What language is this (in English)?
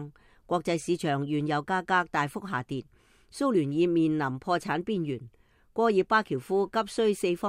Cantonese